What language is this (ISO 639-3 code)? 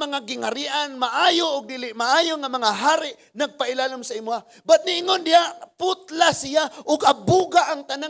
ceb